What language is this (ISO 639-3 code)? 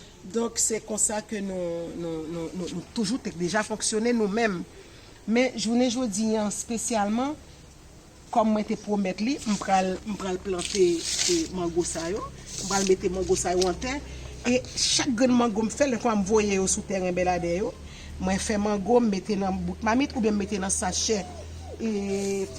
hat